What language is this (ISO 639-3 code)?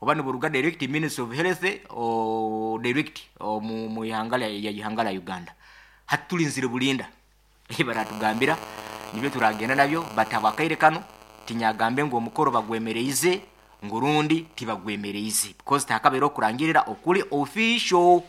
nyn